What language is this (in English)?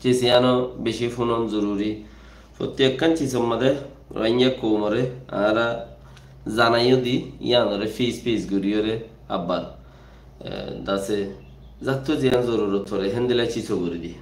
Rohingya